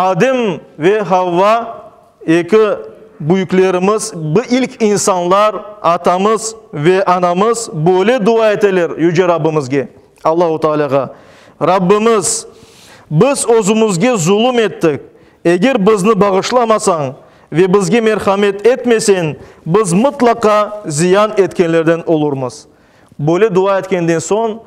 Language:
Crimean Tatar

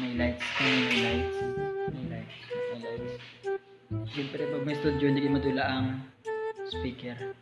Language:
Hiligaynon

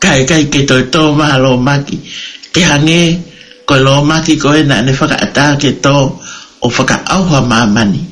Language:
Tongan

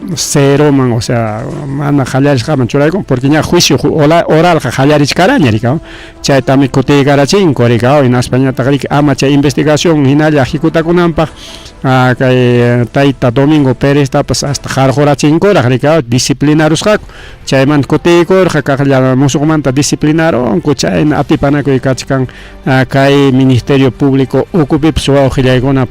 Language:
Ayacucho Quechua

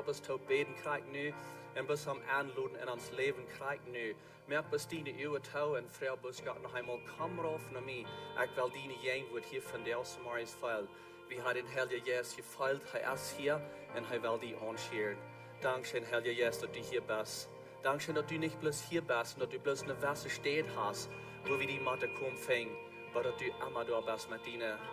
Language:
Plautdietsch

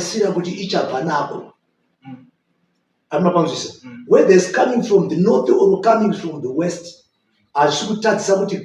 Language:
Shona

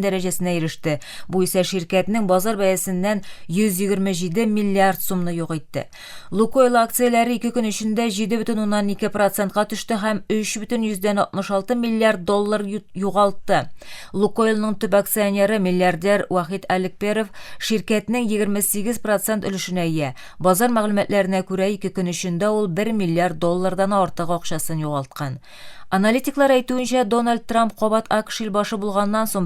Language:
Tatar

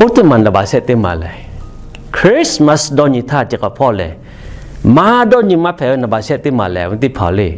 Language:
Lahu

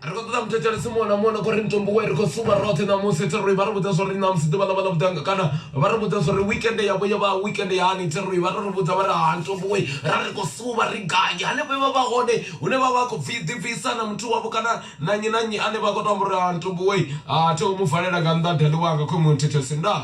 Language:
Venda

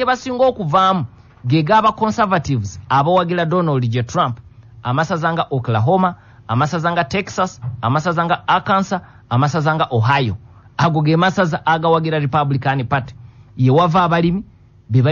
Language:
Ganda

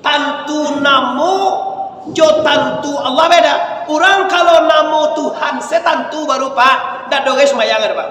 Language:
Minangkabau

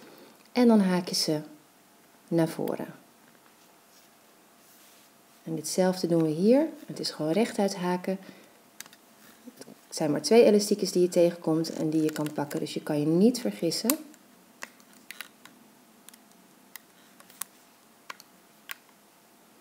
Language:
Dutch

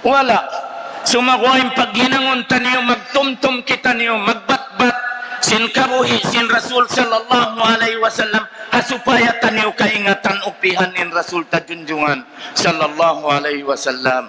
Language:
Tausug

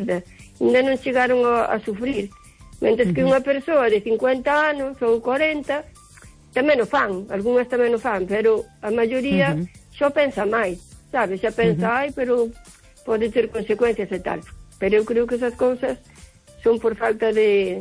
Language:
Galician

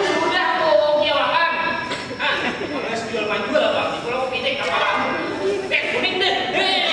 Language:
Banjar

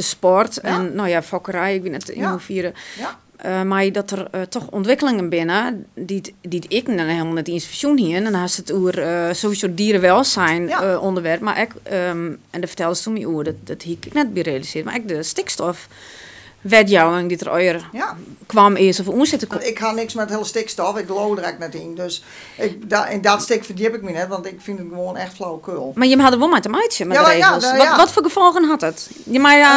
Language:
Western Frisian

